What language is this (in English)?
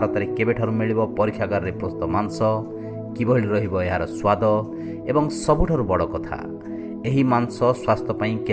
Odia